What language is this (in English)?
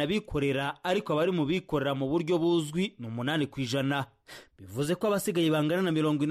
Kinyarwanda